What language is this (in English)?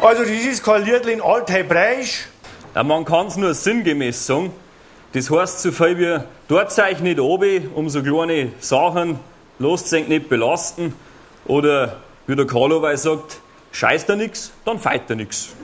Bavarian